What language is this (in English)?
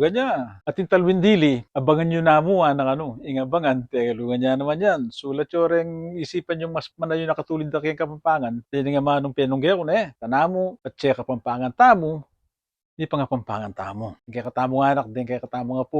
Pampanga